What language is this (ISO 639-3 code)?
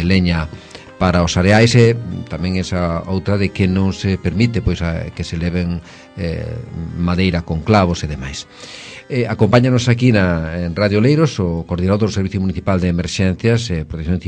glg